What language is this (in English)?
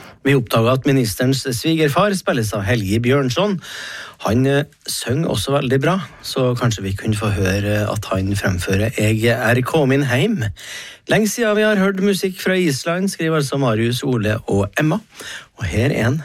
Norwegian